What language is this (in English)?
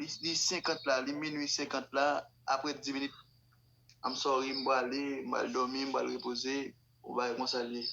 Haitian Creole